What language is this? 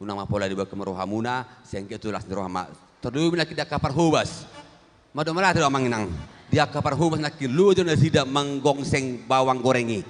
Batak Toba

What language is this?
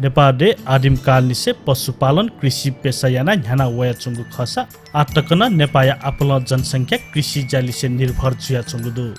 Newari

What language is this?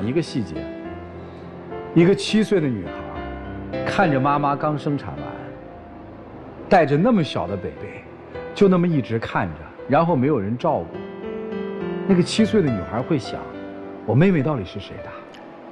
Chinese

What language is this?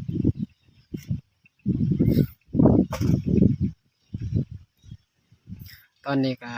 Lao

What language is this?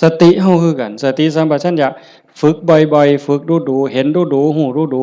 Lao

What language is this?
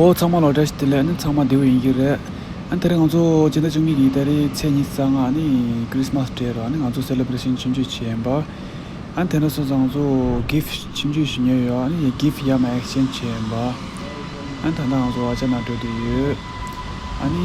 Tibetan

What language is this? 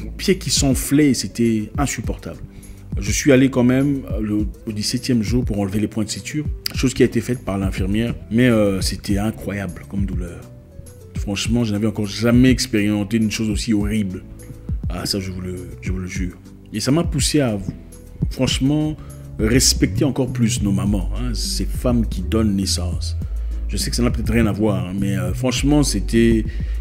French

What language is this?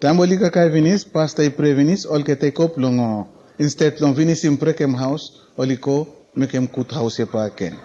Bislama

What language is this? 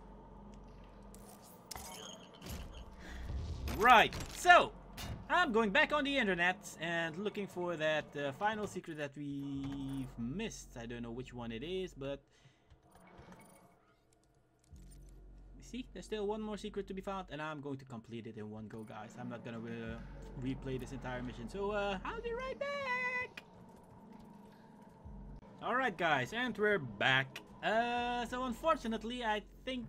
English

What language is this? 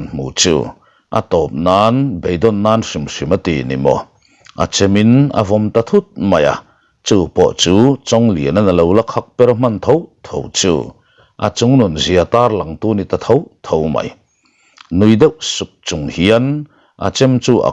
Mizo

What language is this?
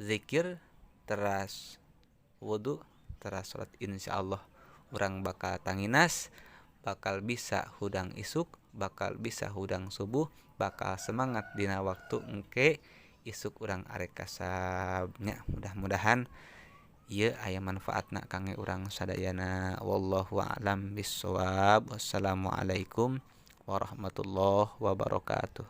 Sundanese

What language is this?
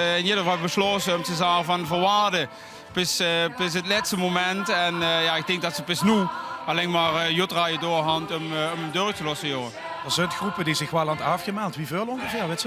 Limburgish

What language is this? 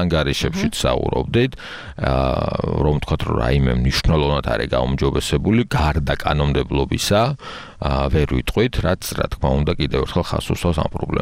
Georgian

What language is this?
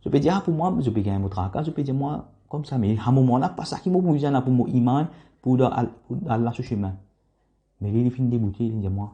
Morisyen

